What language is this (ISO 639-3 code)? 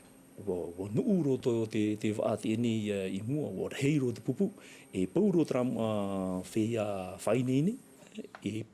tah